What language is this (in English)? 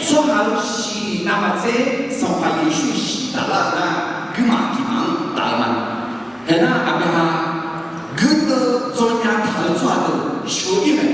Akha